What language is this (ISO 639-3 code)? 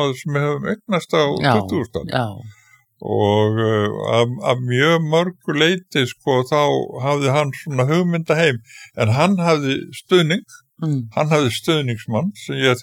isl